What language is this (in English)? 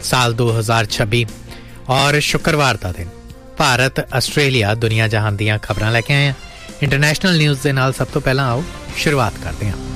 Punjabi